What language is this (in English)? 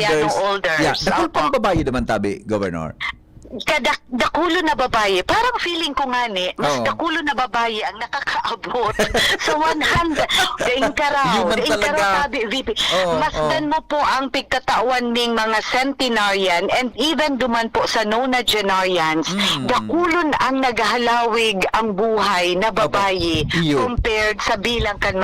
Bikol